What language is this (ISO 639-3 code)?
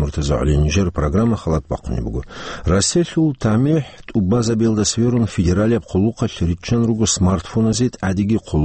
ava